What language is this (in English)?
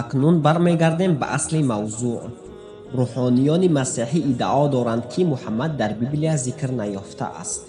Tajik